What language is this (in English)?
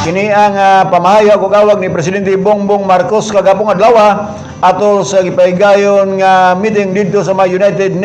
Cebuano